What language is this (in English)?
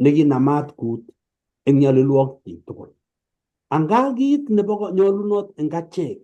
Kalenjin